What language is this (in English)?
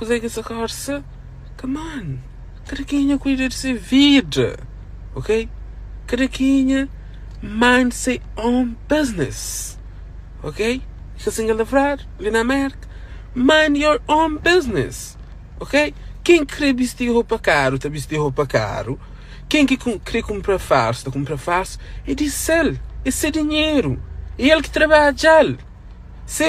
Kabuverdianu